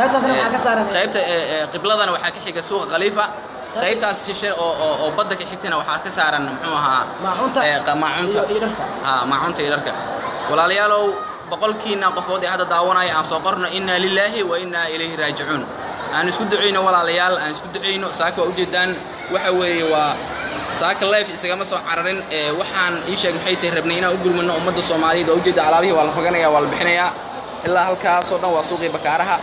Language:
Somali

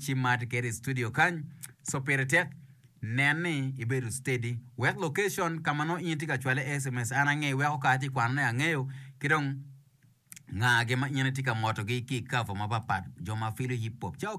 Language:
Acoli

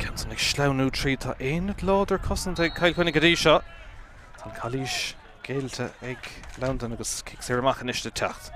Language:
Irish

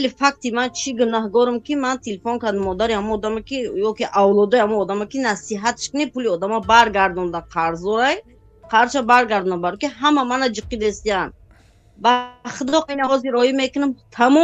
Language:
Tajik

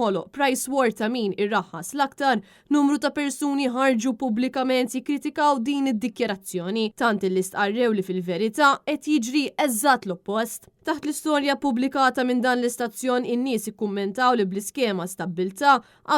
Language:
Maltese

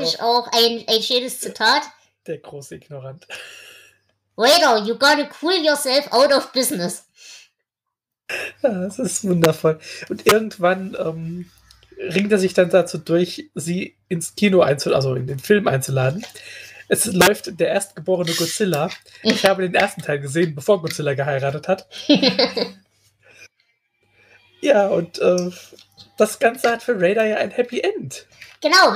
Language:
German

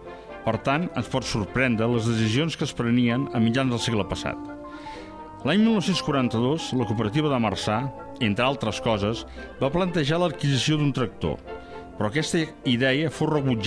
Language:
Catalan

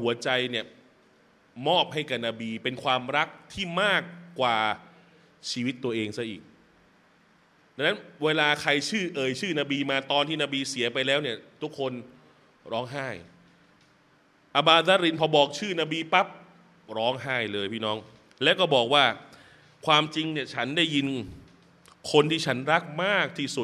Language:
Thai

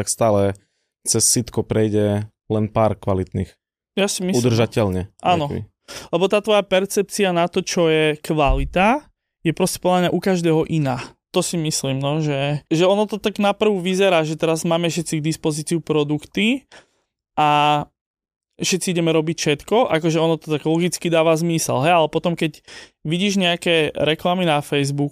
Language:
Slovak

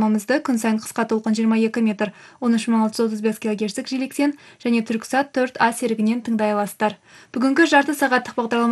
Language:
Kazakh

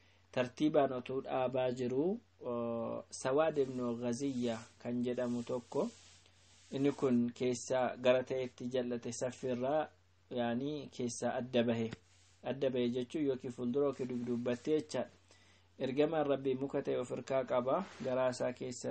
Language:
Oromo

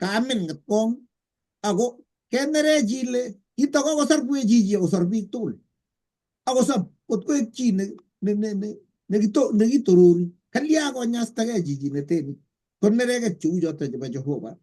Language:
Kalenjin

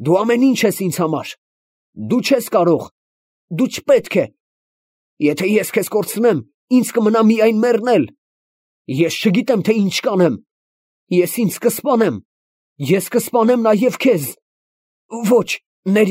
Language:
Armenian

